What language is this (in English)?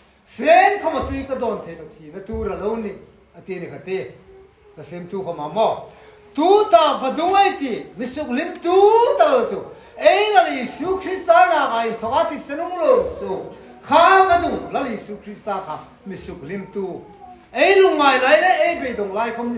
Hmar